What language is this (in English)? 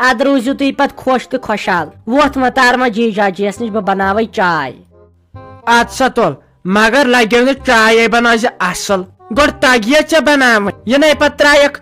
Kashmiri